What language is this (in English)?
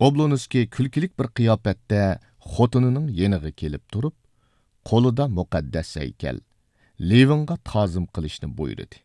Uyghur